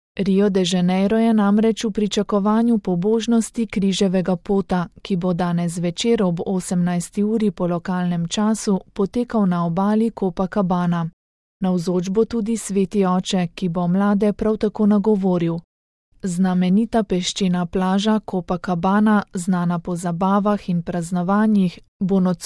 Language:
Slovenian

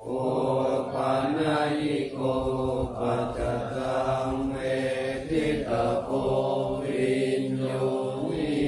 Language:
Pali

